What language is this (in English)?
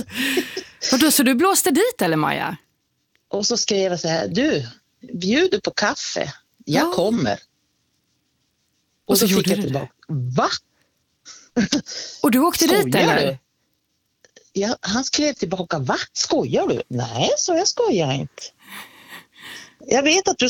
Swedish